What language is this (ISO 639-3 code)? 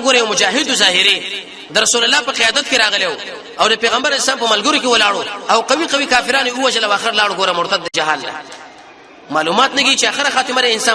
pus